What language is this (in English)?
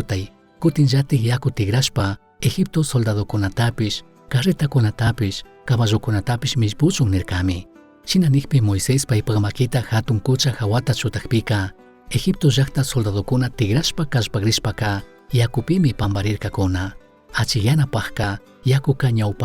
Chimborazo Highland Quichua